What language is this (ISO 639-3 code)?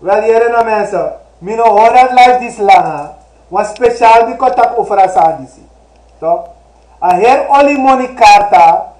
srn